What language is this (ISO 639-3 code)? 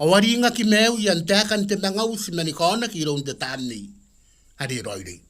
gil